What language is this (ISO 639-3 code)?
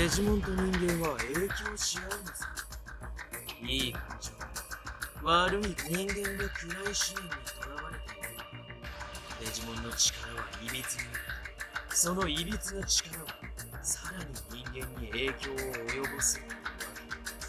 jpn